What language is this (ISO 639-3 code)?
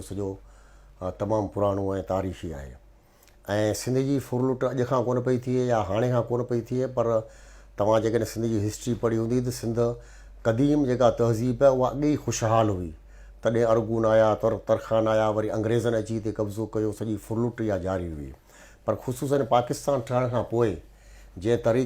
snd